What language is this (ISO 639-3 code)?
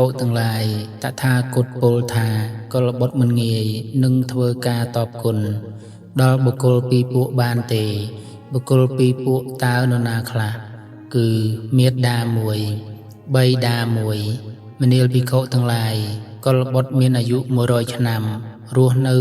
khm